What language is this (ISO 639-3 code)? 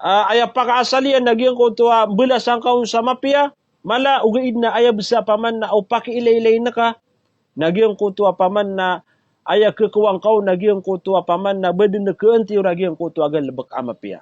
mrw